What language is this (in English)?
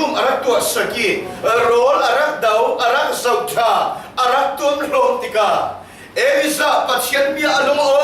Falam Chin